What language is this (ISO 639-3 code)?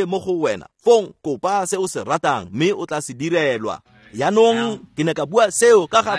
tsn